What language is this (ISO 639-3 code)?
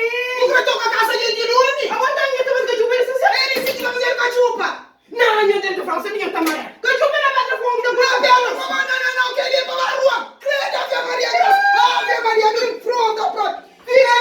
kea